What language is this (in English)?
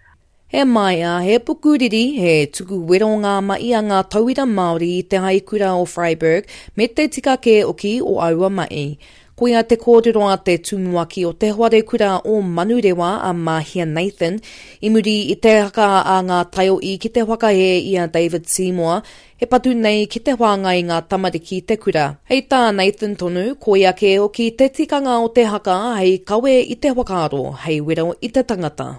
Māori